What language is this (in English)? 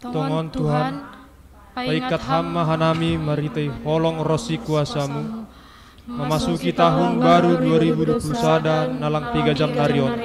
Batak Simalungun